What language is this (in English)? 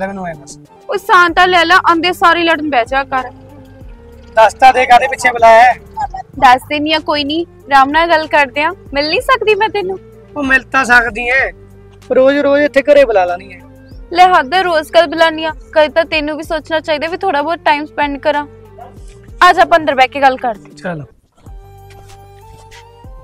Punjabi